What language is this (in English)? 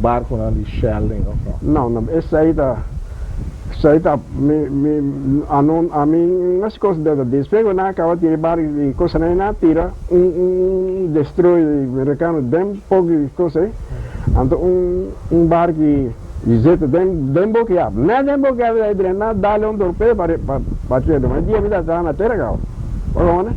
Papiamento